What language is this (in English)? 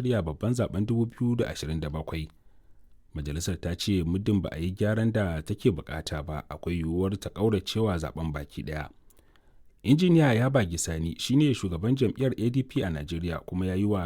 Hausa